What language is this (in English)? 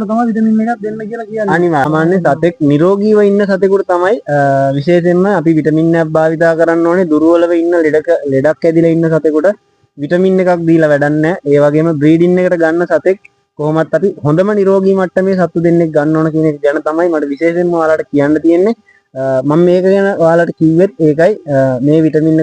Sinhala